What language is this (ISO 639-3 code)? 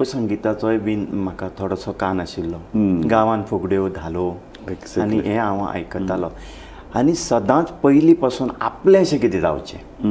kok